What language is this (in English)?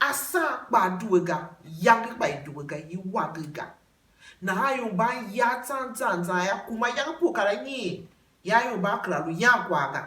Tiv